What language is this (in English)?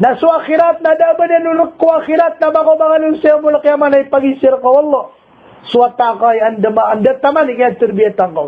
Maranao